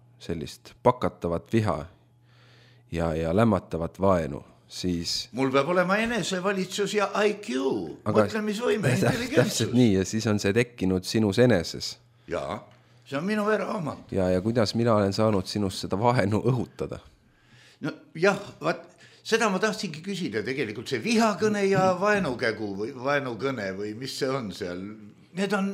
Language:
Estonian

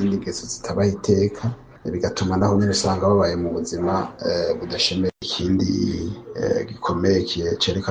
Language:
Rundi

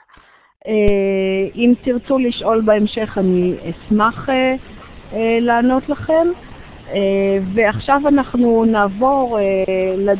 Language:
Hebrew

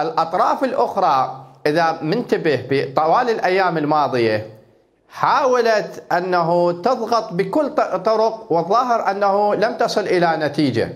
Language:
Mesopotamian Arabic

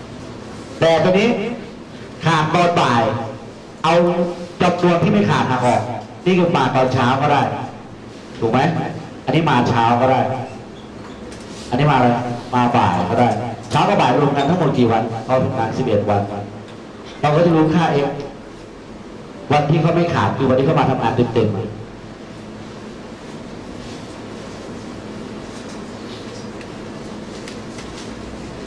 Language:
Thai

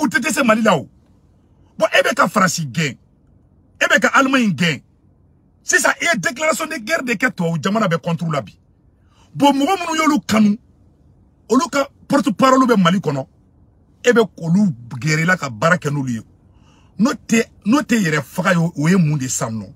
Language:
Bambara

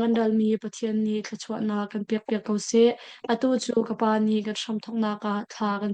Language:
Hakha Chin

